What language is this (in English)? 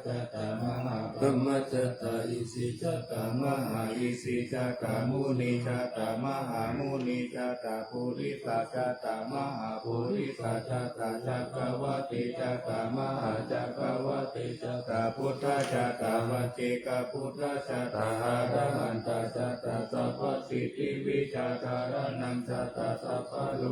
Pali